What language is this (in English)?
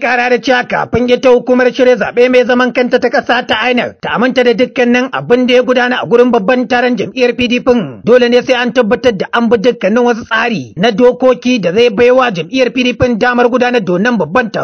Hausa